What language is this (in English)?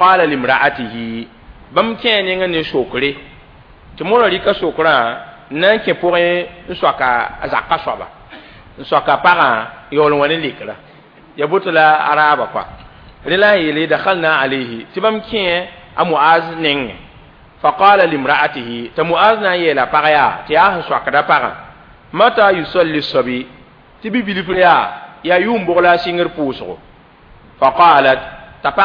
Mossi